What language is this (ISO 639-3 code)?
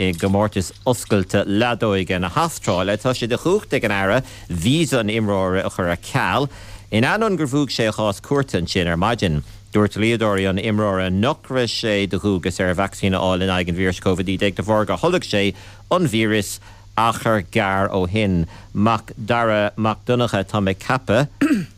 gle